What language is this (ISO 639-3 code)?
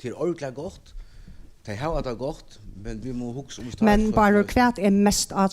fao